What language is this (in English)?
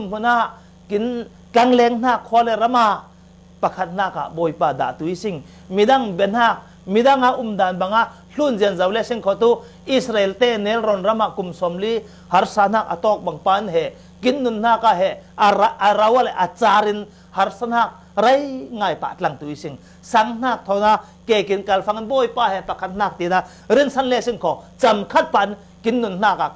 Falam Chin